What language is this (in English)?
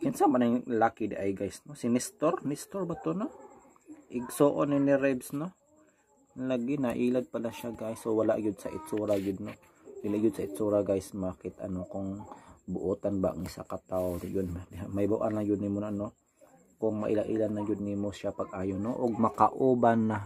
Cebuano